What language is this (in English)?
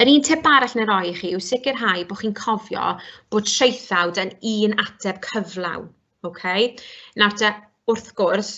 Welsh